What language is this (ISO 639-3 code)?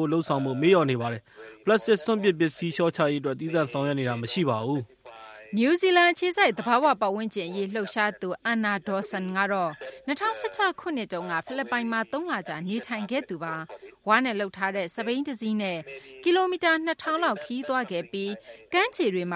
mya